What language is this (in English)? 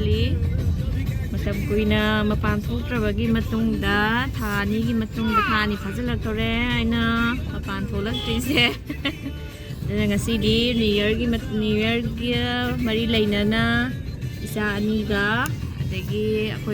Manipuri